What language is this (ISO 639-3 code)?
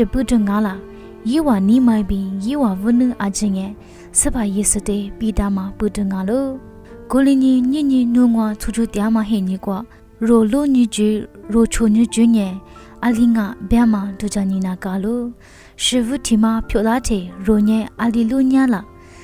lis